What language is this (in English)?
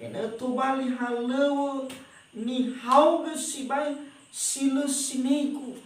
Nias